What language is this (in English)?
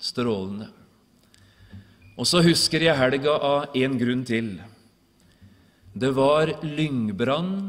Norwegian